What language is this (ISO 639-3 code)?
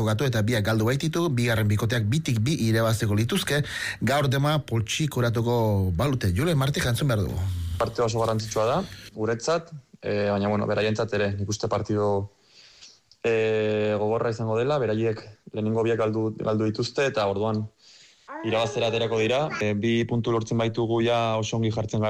eus